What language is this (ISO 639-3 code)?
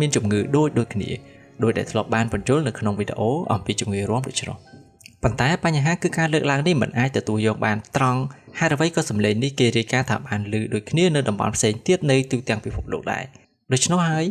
khm